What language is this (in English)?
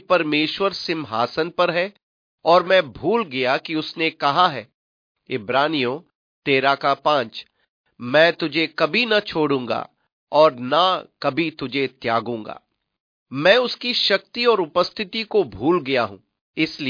Hindi